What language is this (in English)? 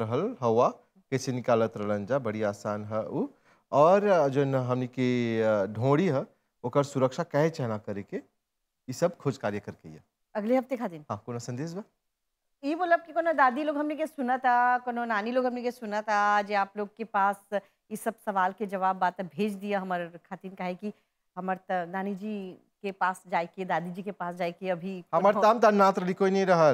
Bhojpuri